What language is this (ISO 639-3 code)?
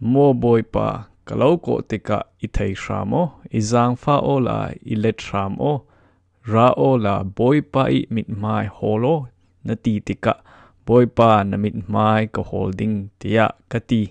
cfm